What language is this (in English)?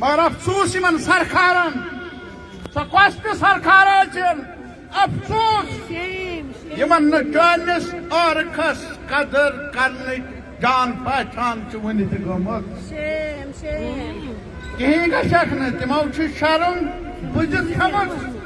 Kashmiri